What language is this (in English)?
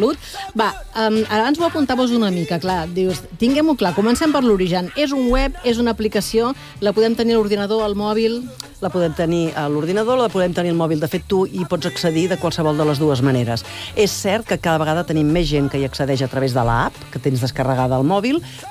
Catalan